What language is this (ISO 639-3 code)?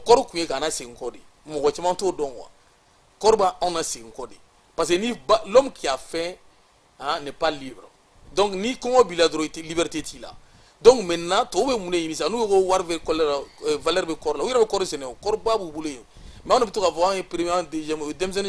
bam